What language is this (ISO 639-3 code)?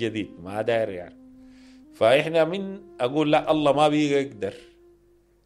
apd